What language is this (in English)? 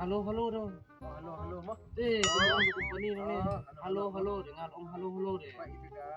Khasi